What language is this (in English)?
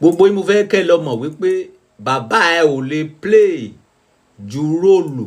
Yoruba